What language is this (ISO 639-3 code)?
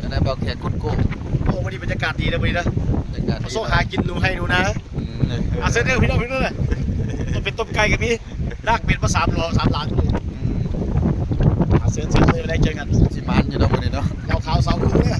lao